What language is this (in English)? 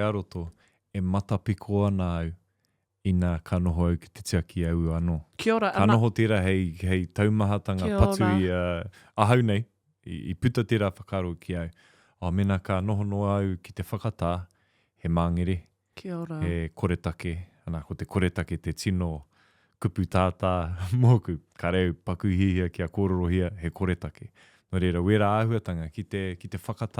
Māori